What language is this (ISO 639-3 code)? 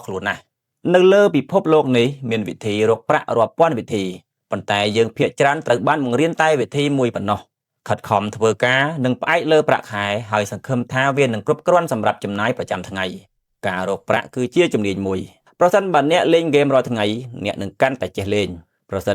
khm